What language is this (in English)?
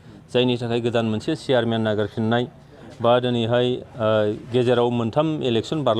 Bodo